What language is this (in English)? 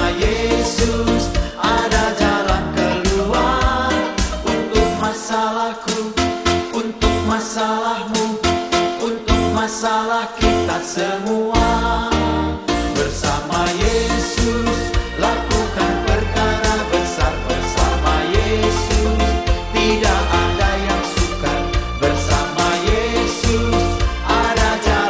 Indonesian